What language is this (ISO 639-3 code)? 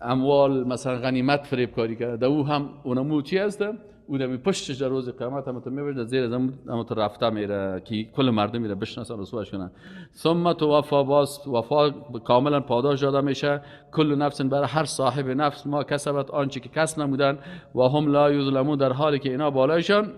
fas